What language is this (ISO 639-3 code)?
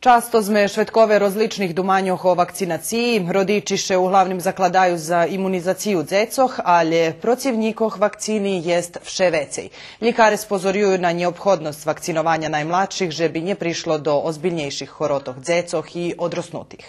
rue